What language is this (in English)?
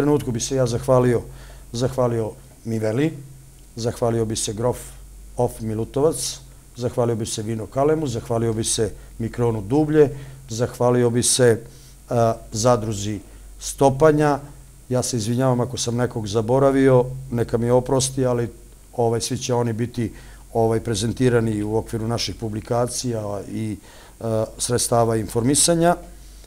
Serbian